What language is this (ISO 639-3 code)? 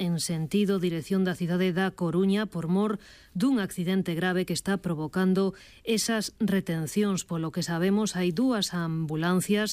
glg